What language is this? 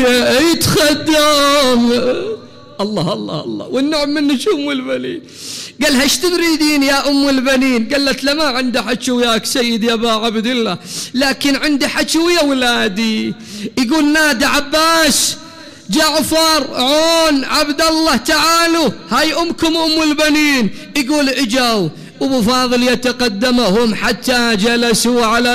Mesopotamian Arabic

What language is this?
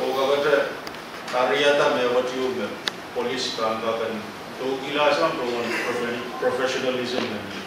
Pohnpeian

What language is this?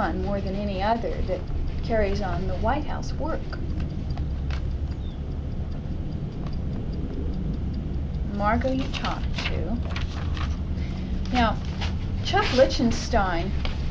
English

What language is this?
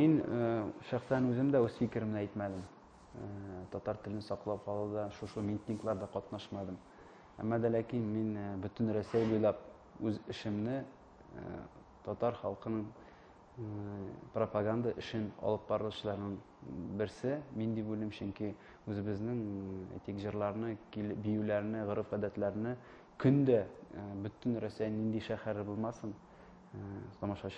Tatar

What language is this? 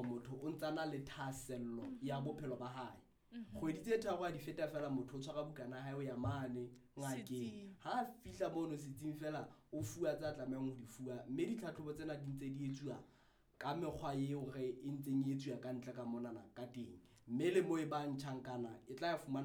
Southern Sotho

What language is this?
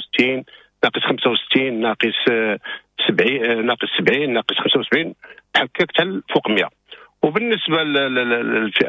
Moroccan Arabic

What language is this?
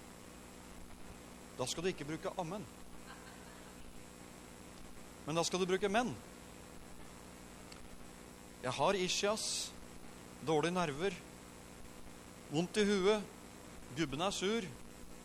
Norwegian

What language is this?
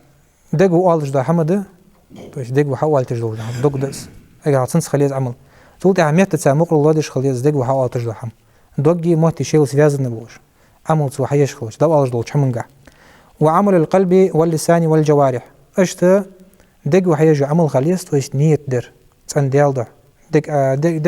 Ingush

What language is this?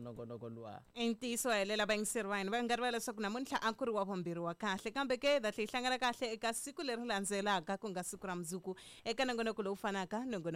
Tsonga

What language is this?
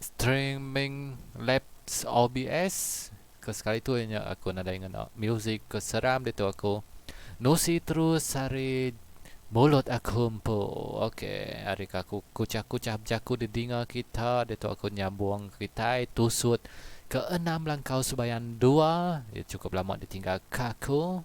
Iban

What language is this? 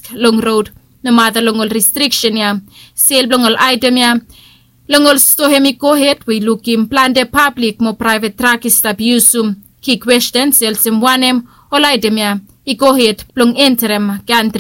Bislama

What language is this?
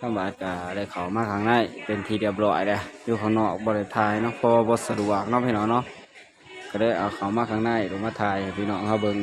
Northeastern Thai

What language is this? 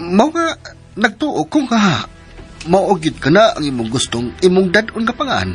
Cebuano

